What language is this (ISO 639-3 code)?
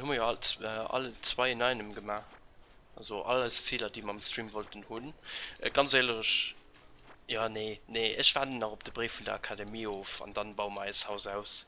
ltz